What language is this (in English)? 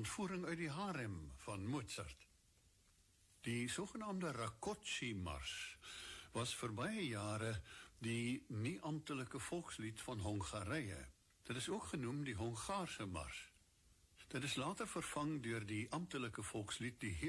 Afrikaans